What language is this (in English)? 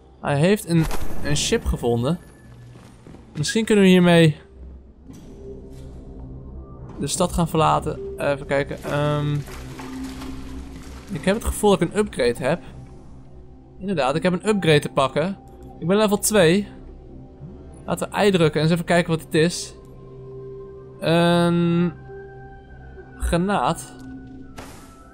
Dutch